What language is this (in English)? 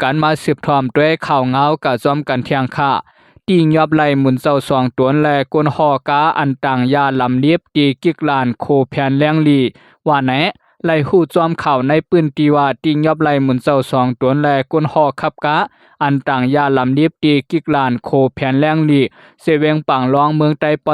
Shan